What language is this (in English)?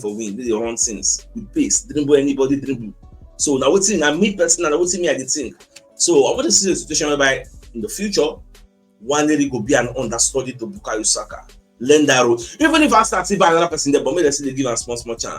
Nigerian Pidgin